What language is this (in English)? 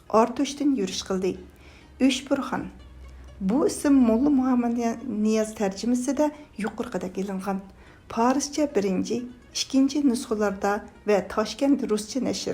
Uyghur